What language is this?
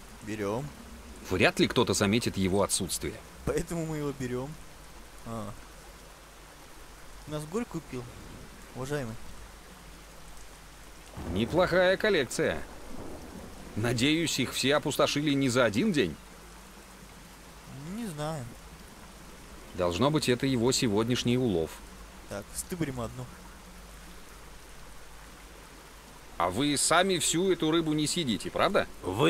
Russian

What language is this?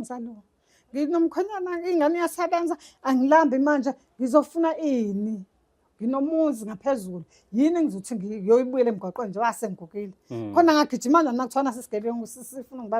Zulu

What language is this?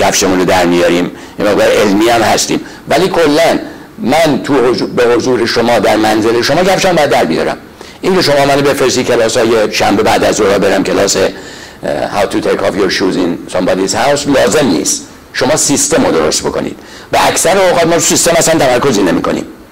Persian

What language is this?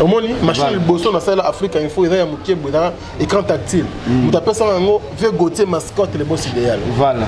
Lingala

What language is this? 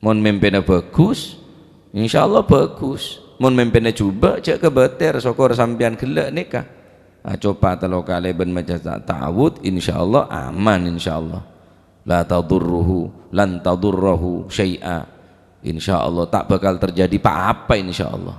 Madurese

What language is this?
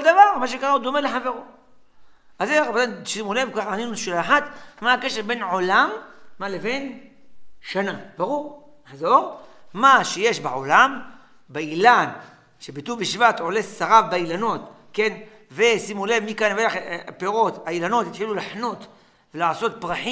Hebrew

